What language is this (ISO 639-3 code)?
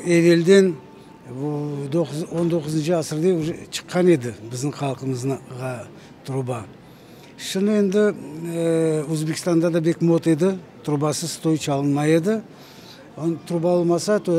crh